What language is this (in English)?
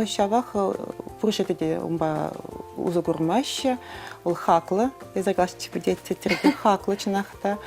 Chuvash